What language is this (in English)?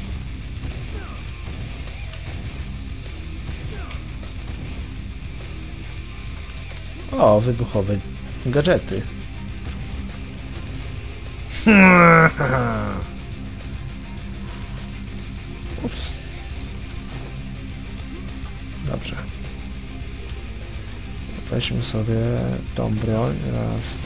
Polish